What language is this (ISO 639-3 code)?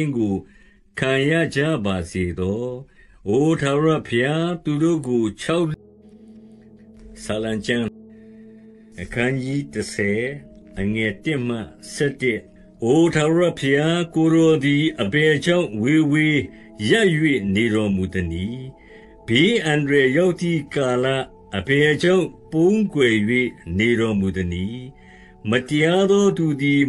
mya